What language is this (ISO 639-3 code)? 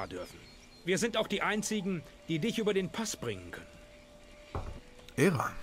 deu